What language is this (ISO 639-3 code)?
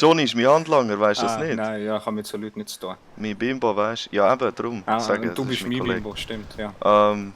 gsw